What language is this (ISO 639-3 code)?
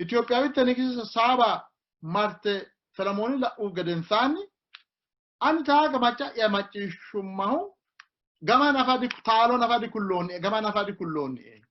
sid